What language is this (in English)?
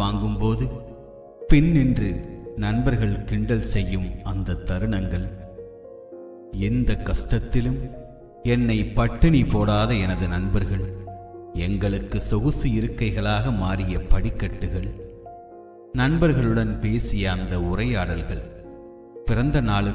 Tamil